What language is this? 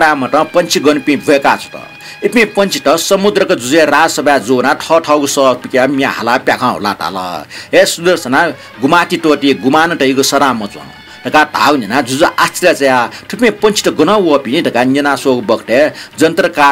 Newari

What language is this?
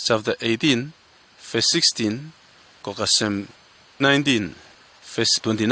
Bislama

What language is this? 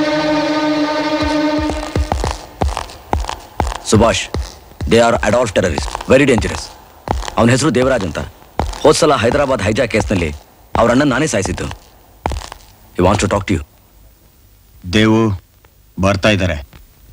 Kannada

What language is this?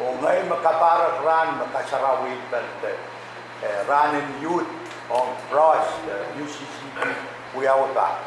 Pohnpeian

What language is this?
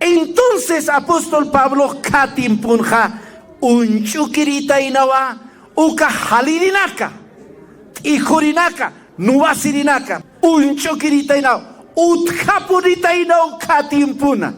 Aymara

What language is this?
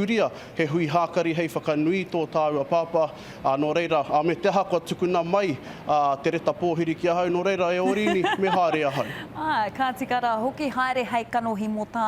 Māori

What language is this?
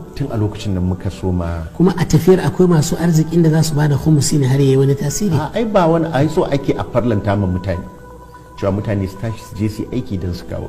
Hausa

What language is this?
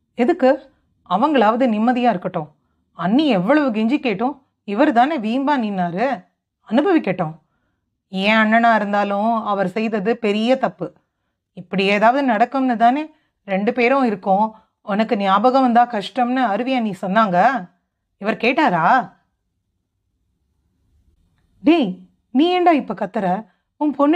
Tamil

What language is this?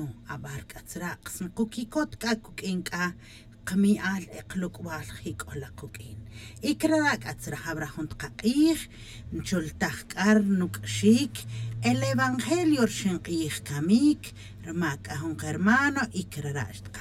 Tz'utujil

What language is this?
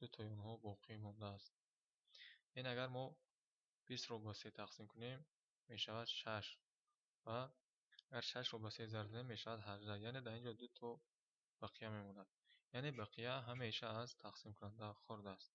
Tajik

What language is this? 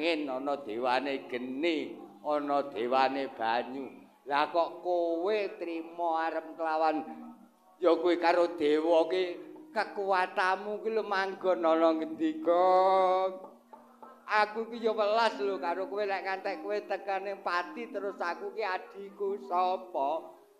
Javanese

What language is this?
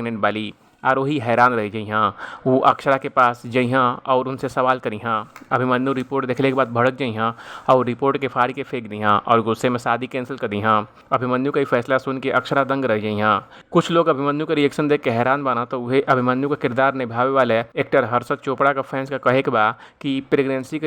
Bhojpuri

